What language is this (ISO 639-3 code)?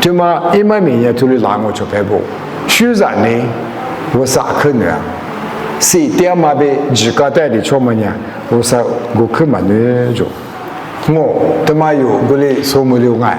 lis